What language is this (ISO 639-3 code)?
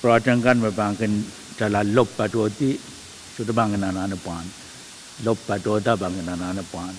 pon